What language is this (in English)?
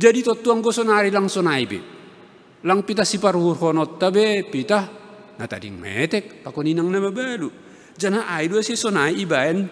Batak Simalungun